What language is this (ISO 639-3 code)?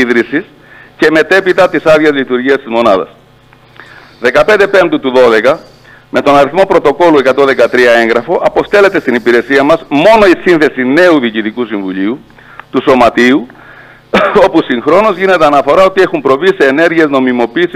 ell